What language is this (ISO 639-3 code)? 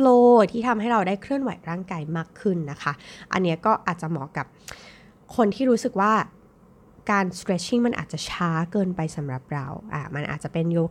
tha